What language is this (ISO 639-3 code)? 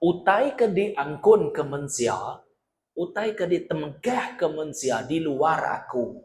iba